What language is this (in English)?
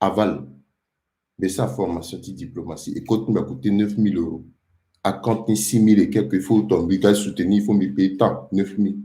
Sango